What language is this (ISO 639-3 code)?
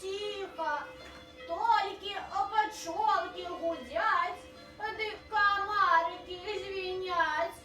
bel